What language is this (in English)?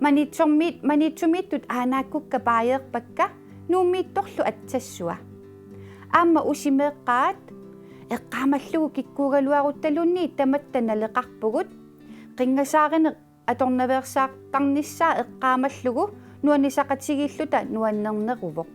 Kalaallisut